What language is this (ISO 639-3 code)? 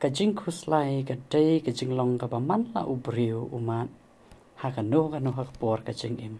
kha